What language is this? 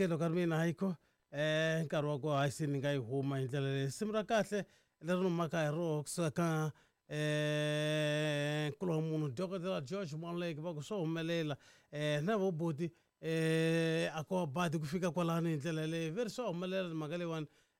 Tsonga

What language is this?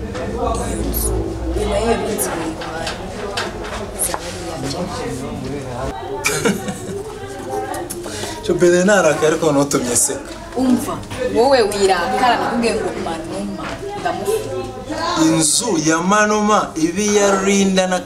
Kinyarwanda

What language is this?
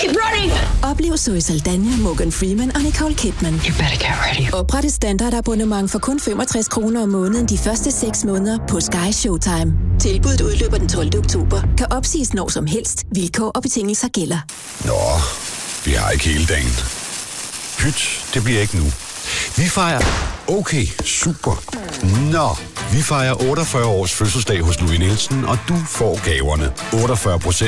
Danish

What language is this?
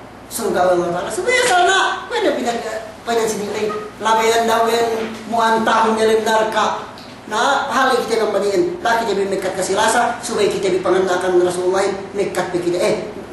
Yakan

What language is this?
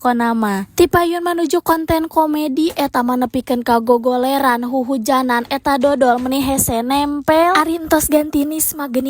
Sundanese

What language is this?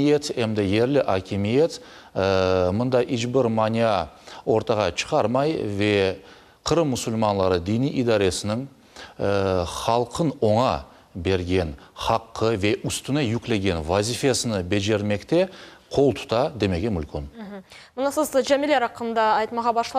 Crimean Tatar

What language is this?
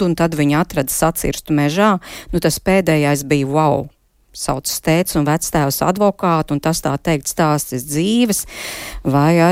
Latvian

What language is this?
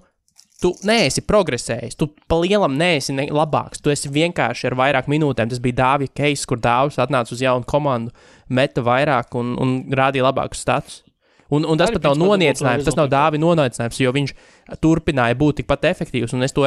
Latvian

